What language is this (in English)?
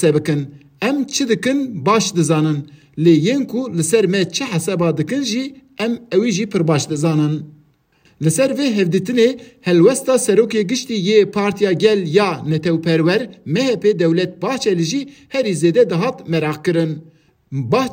Kurdish